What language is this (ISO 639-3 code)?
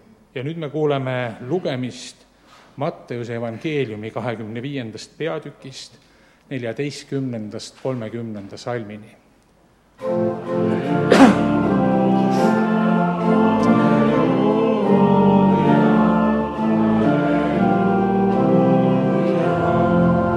est